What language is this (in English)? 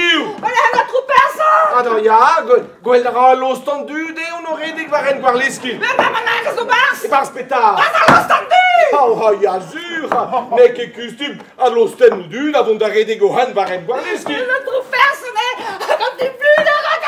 Breton